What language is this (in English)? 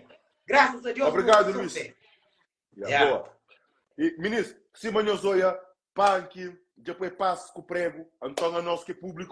Kabuverdianu